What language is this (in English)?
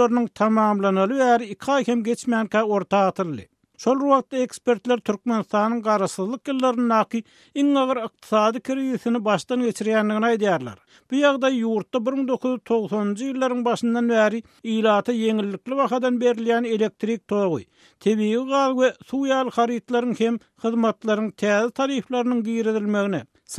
Turkmen